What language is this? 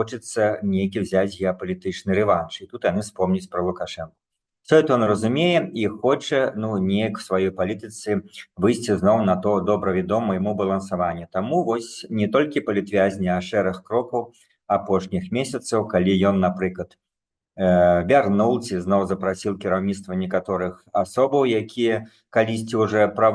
Belarusian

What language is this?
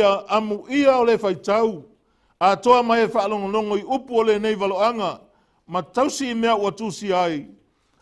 Samoan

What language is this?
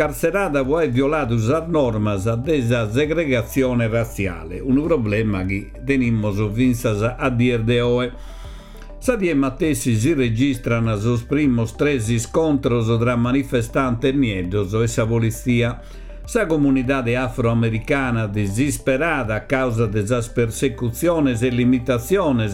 Sardinian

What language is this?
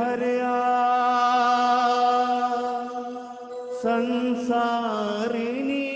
Gujarati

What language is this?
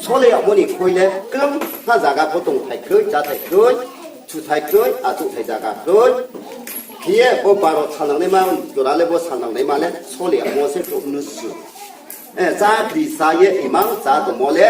Riang (India)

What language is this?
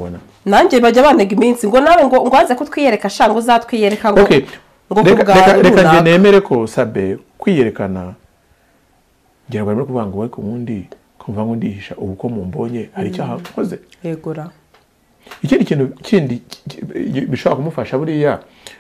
Kinyarwanda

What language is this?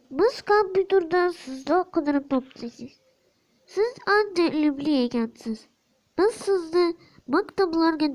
Uzbek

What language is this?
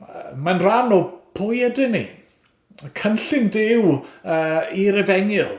Welsh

